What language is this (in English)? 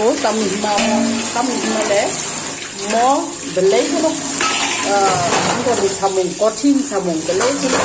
Kok Borok